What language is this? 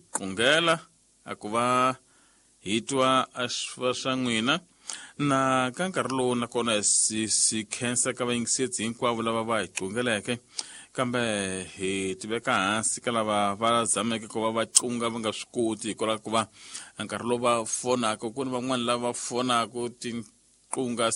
Tsonga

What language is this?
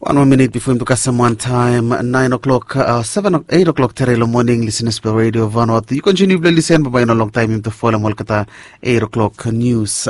Bislama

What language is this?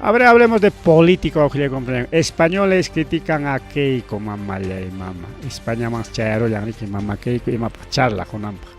Ayacucho Quechua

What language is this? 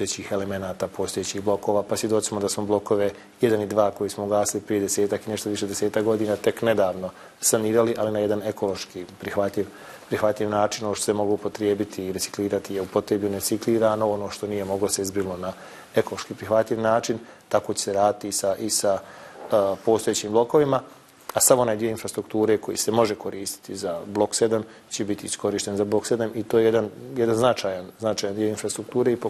Bosnian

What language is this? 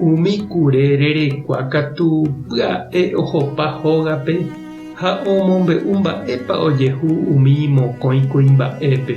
Guarani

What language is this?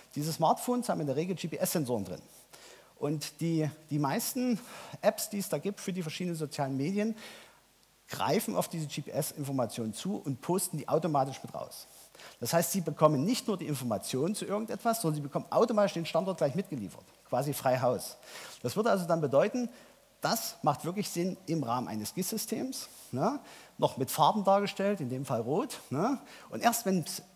German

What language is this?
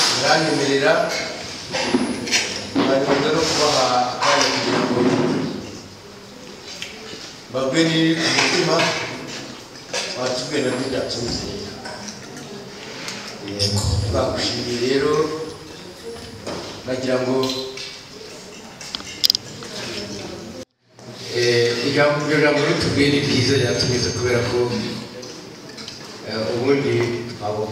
Kinyarwanda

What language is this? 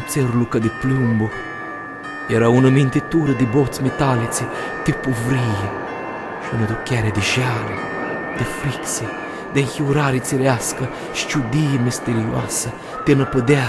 Aromanian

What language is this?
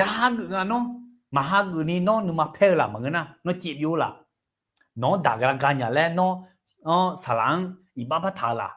Akha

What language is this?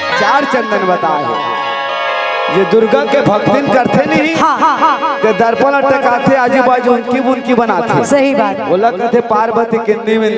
Chhattisgarhi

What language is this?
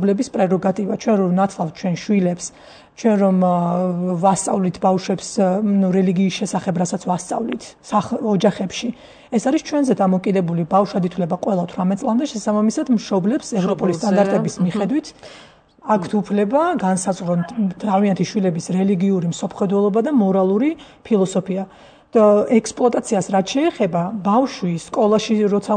Georgian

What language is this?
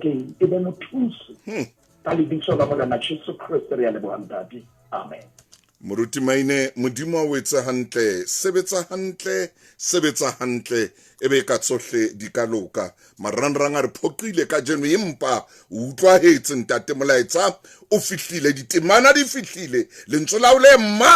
Southern Sotho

